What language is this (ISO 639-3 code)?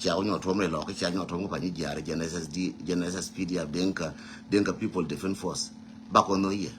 nus